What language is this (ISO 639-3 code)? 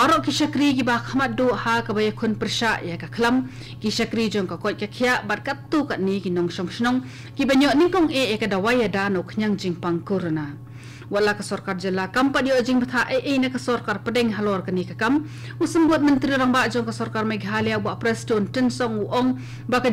kha